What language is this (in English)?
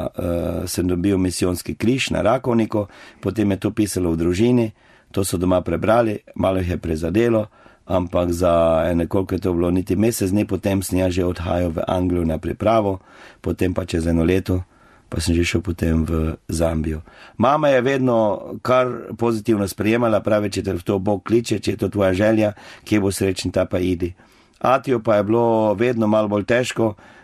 Slovenian